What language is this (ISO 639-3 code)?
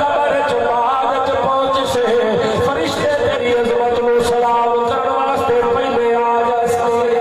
skr